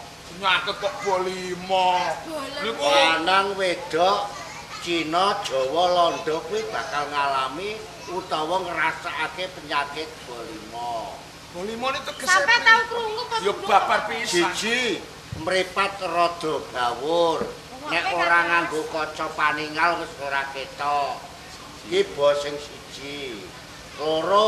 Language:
Javanese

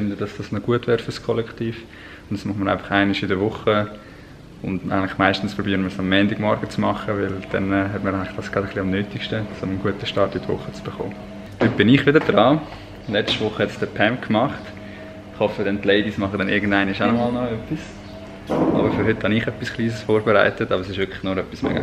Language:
Swiss German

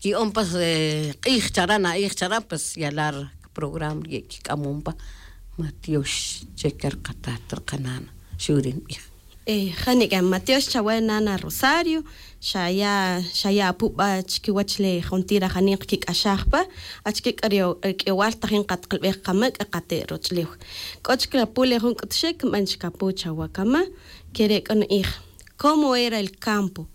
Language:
Tz'utujil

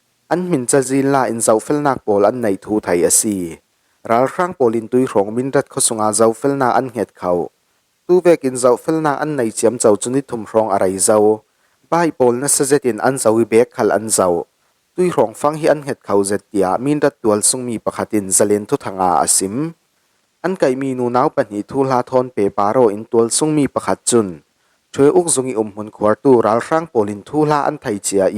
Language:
Falam Chin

